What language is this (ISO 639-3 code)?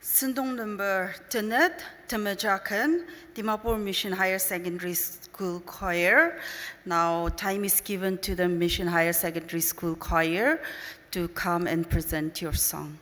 njo